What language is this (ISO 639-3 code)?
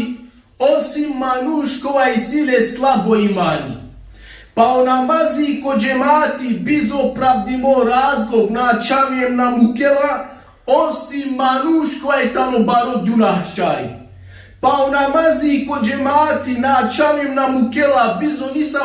rmn